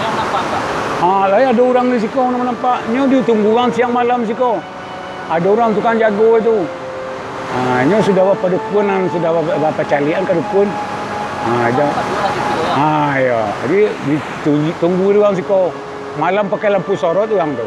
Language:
Minangkabau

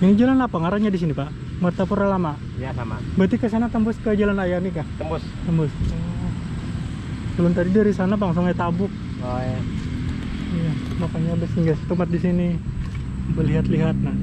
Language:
Banjar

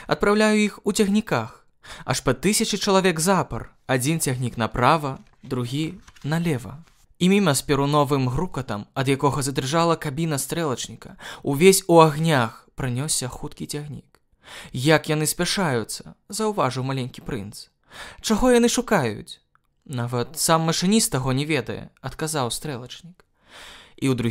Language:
Belarusian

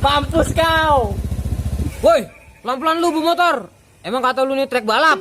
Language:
Betawi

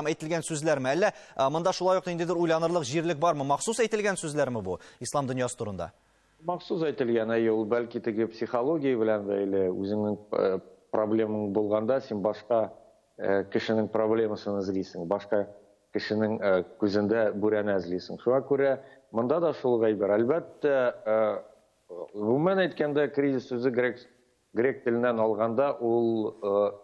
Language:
Tatar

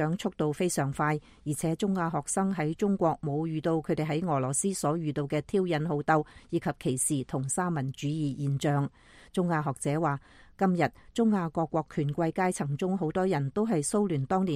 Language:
Cantonese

